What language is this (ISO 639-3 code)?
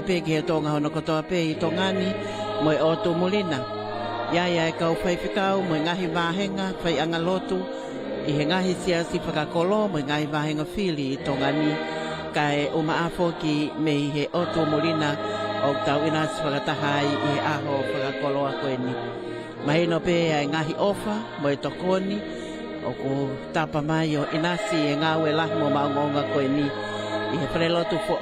ton